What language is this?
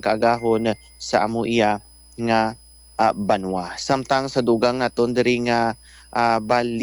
Hiligaynon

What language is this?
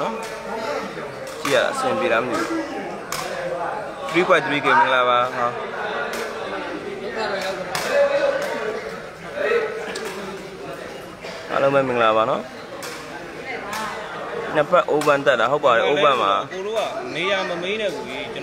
Burmese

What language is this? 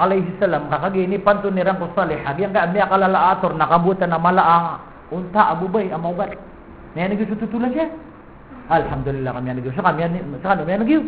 Maranao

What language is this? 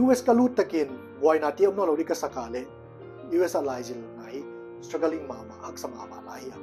Paite Chin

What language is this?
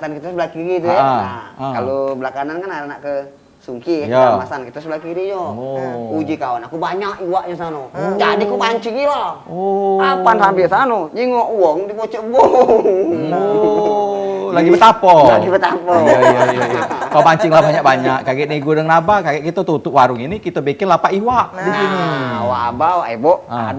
Musi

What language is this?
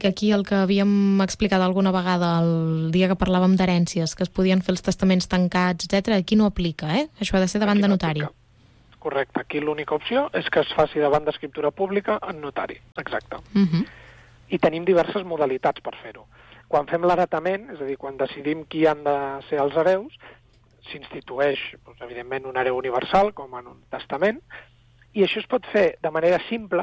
Catalan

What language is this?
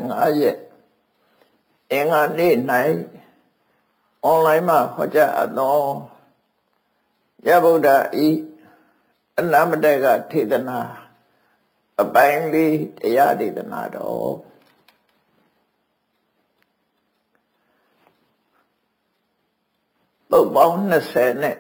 Burmese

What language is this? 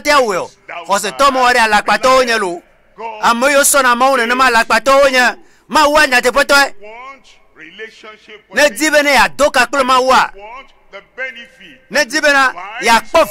Ewe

